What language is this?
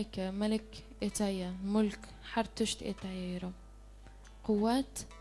Kurdish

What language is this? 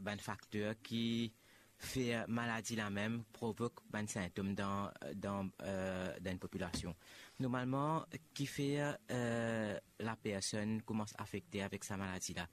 Morisyen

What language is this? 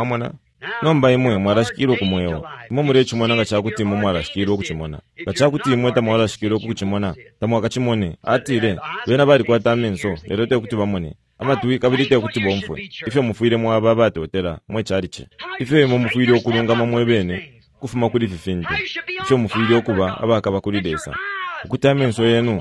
Bemba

